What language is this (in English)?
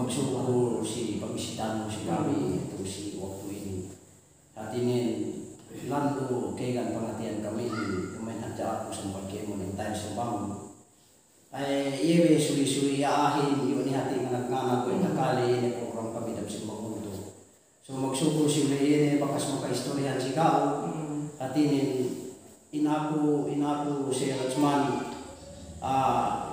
Yakan